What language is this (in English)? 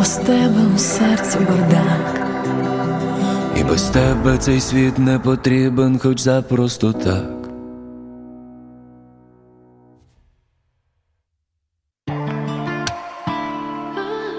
Ukrainian